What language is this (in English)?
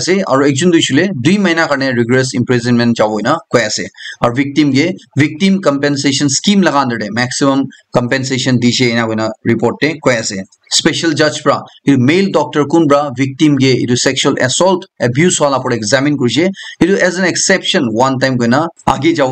Naga Pidgin